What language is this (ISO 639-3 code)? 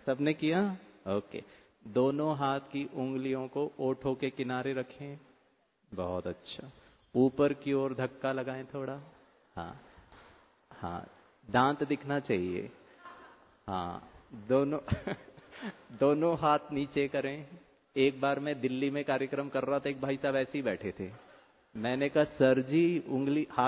hin